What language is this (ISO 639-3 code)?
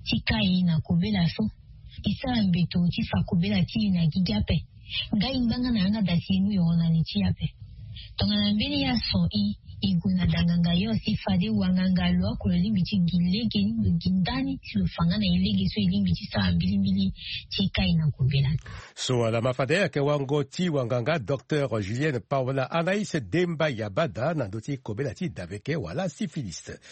sag